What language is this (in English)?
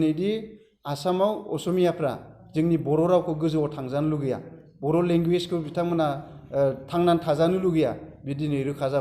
Bodo